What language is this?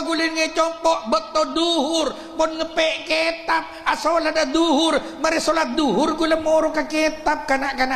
Madurese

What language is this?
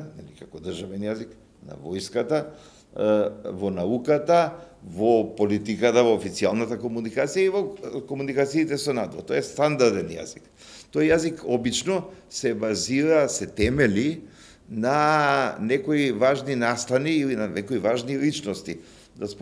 Macedonian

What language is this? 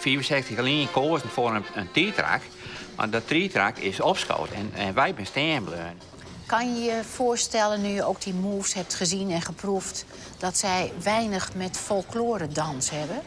Western Frisian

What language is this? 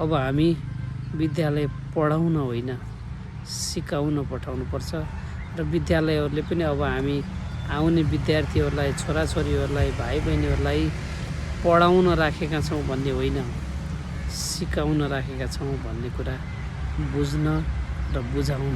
Nepali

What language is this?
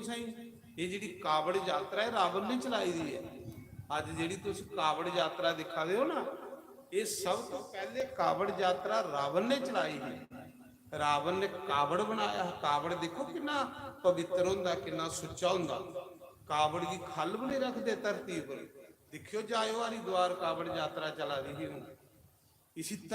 Dogri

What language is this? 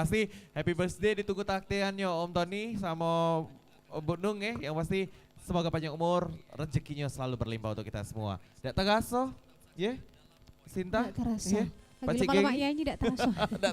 Musi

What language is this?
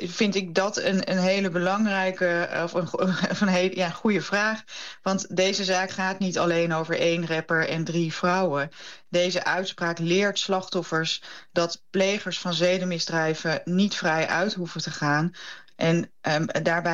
Dutch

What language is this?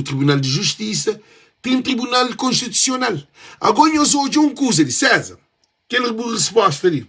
Kabuverdianu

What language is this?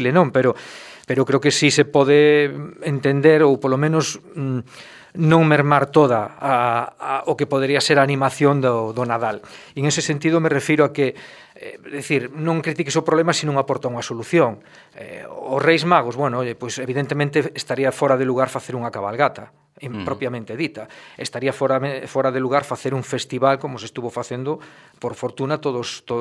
Galician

